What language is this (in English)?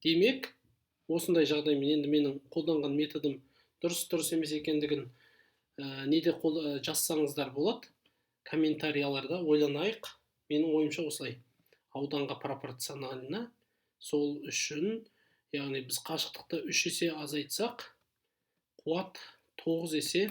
Kazakh